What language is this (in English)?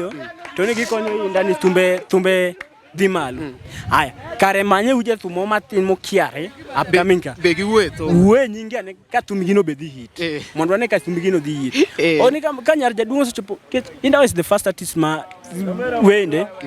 Luo (Kenya and Tanzania)